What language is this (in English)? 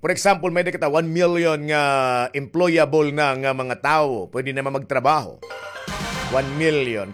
Waray